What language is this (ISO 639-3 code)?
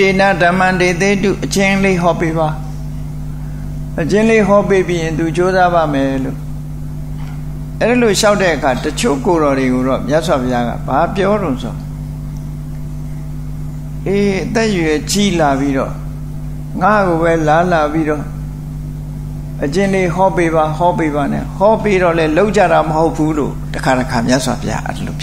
mya